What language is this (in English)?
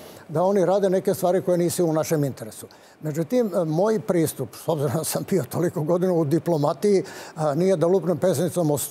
Serbian